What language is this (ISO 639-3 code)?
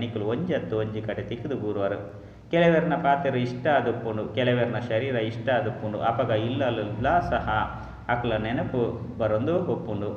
tcy